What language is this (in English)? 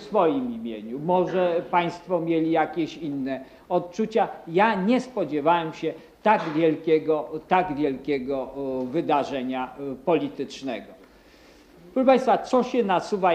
Polish